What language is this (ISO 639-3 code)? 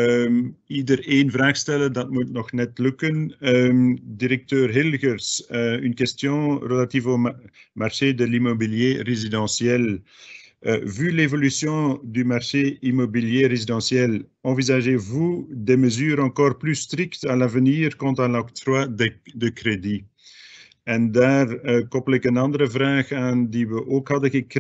nld